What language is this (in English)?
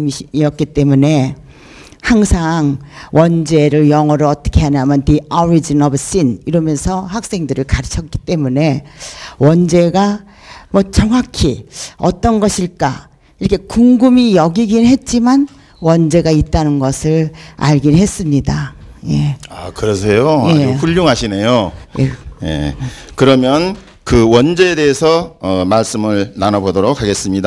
Korean